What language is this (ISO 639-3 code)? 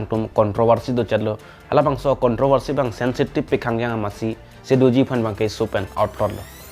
mjw